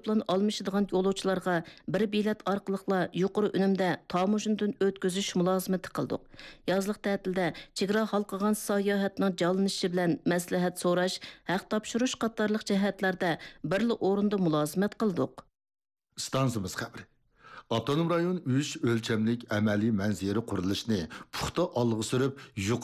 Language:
Uyghur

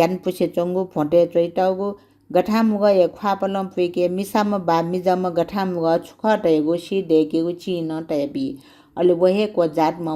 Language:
Newari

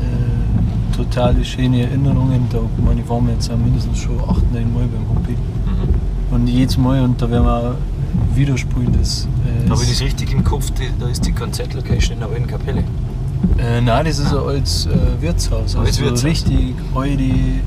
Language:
Bavarian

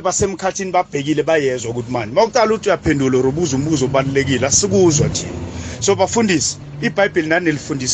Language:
South Ndebele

